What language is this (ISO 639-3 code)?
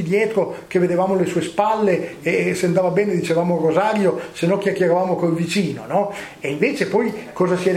ita